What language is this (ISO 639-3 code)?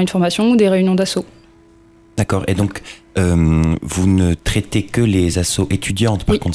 fra